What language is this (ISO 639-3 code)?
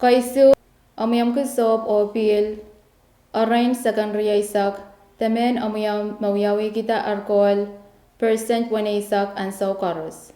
pon